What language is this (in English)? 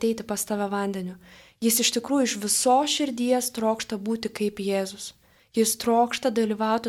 Lithuanian